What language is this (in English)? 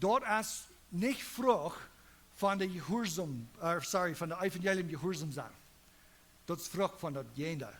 Plautdietsch